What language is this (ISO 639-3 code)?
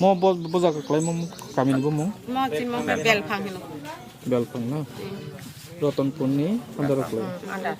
trp